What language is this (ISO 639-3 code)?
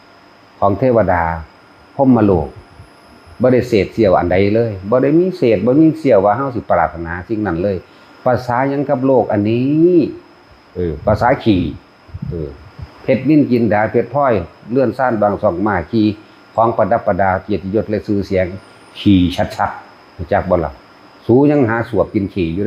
lao